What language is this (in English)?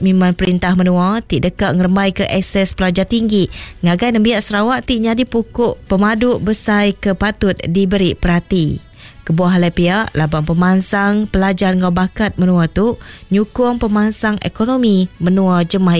Iban